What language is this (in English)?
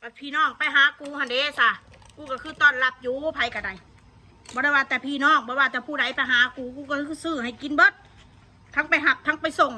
Northeastern Thai